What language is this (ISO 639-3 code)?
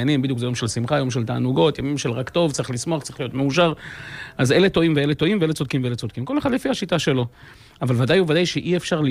heb